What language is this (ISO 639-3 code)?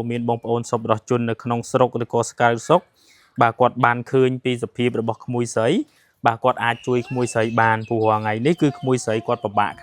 khm